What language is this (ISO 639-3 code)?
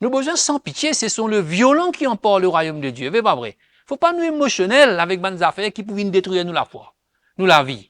mfe